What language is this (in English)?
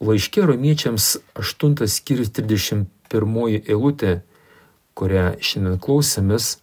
Lithuanian